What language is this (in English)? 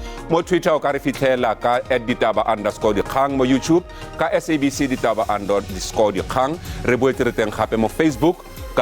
Tswana